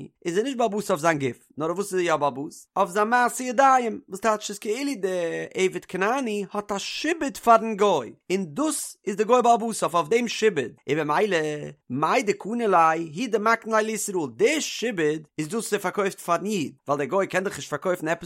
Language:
Yiddish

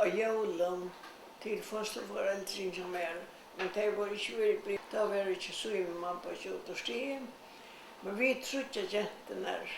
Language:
Faroese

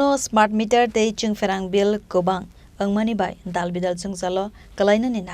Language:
Kok Borok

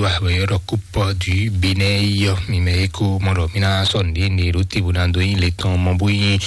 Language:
Fon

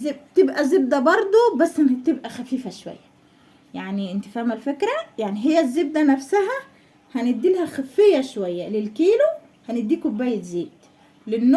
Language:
Egyptian Arabic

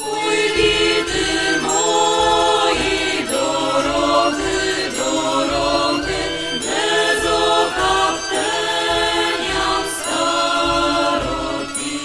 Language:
Rusyn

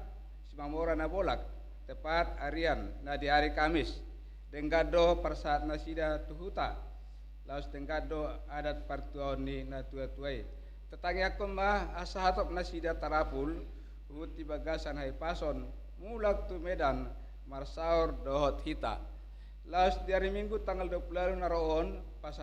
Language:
Batak Toba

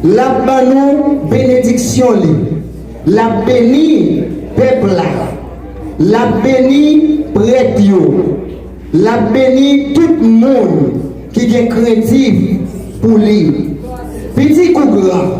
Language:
Haitian Creole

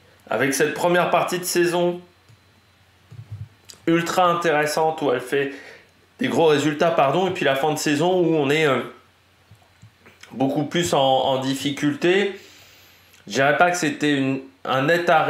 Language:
French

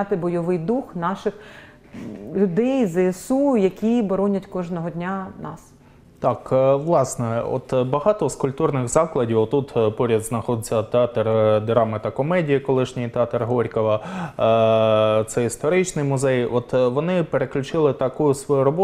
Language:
Ukrainian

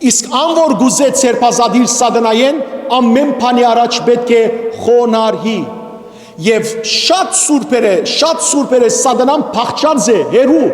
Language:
Western Armenian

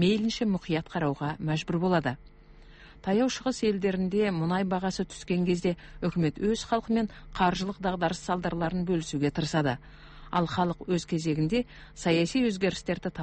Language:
Kazakh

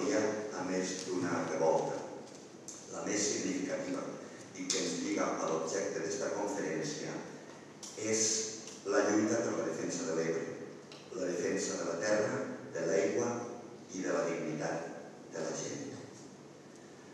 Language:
Catalan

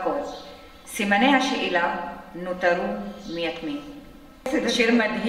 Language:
Hebrew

